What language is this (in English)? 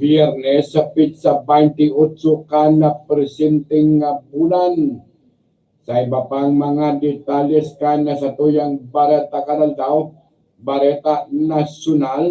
Bikol